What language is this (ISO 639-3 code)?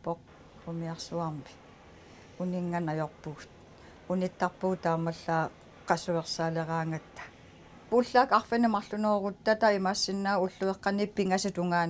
kal